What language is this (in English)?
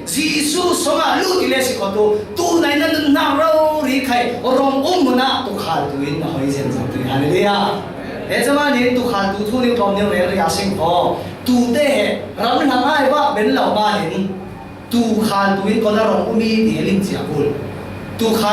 Falam Chin